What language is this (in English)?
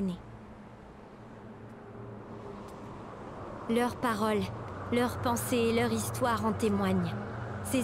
French